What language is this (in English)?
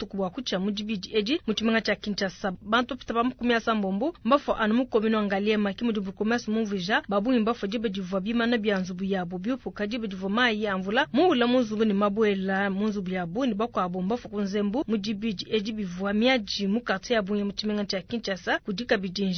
Luba-Lulua